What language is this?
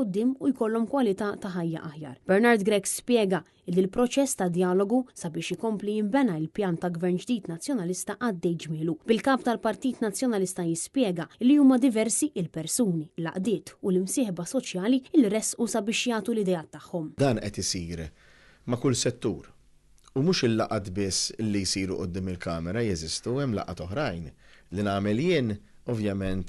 Maltese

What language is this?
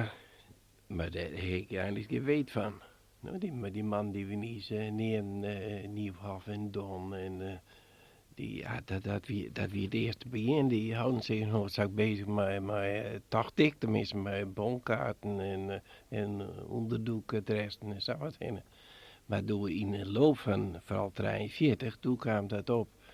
Western Frisian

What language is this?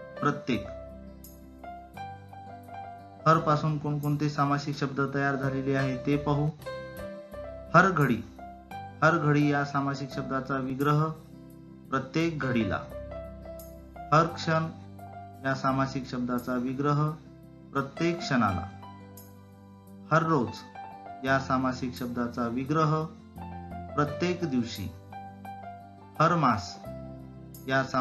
Marathi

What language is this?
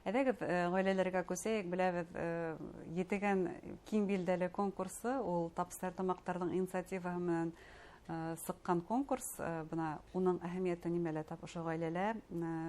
Bashkir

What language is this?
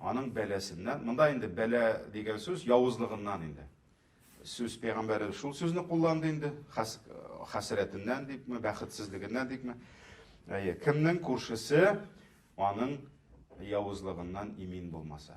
Tatar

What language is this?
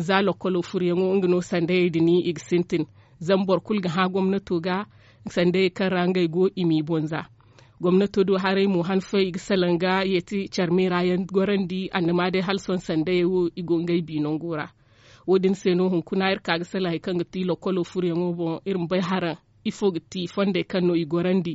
Zarma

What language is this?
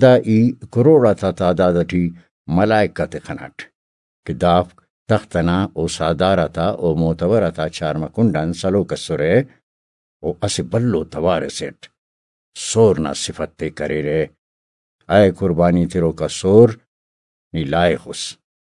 Brahui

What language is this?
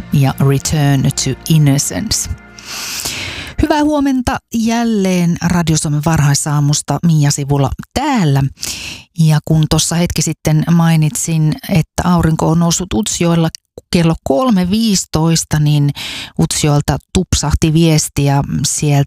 Finnish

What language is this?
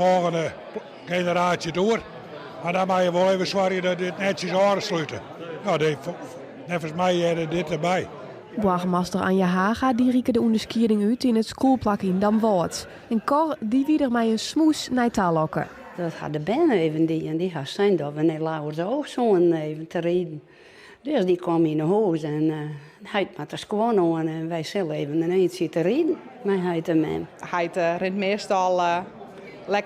Western Frisian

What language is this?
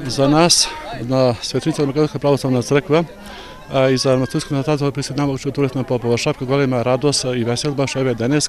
Macedonian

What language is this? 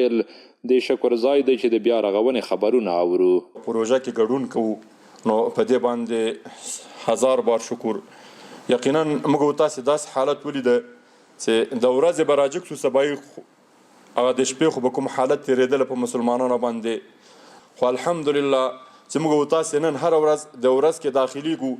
Pashto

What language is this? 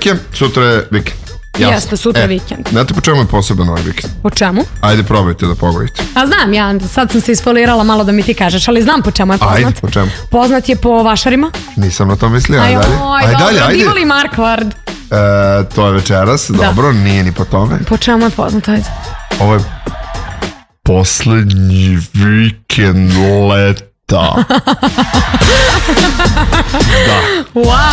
Serbian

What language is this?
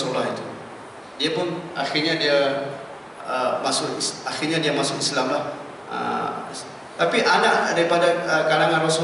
Malay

